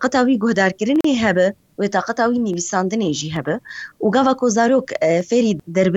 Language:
Kurdish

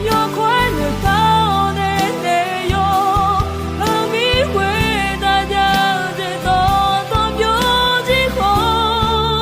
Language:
Akha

